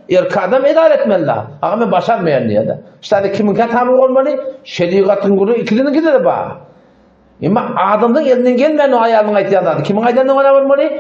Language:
Turkmen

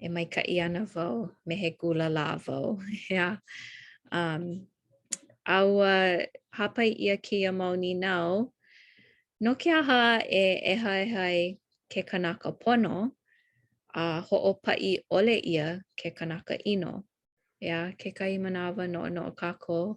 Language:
Hawaiian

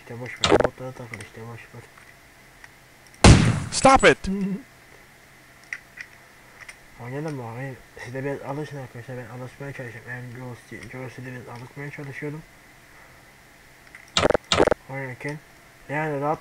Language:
Turkish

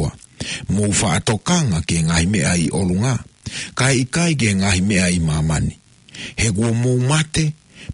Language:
Tongan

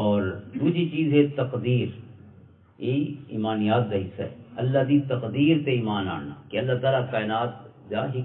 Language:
Western Panjabi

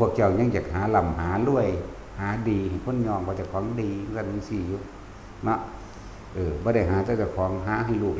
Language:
Northeastern Thai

